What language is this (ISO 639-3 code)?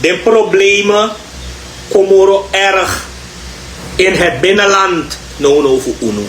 srn